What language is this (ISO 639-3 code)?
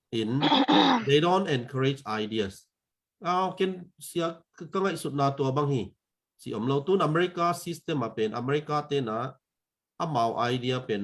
ctd